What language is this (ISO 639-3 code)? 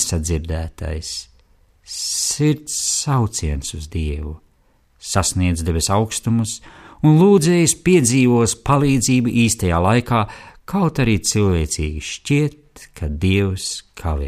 lav